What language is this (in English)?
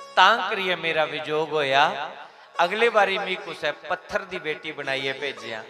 Dogri